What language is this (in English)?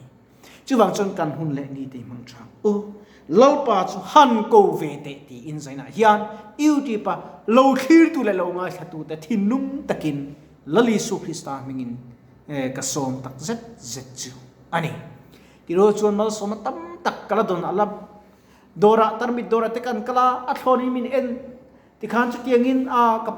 Mizo